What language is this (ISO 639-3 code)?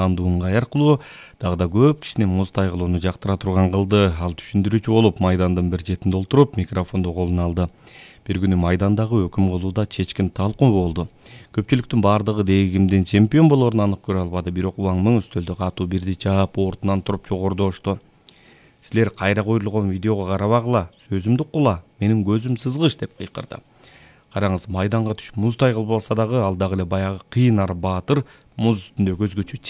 kir